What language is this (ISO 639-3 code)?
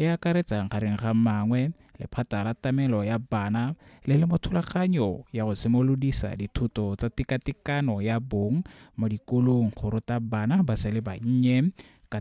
tsn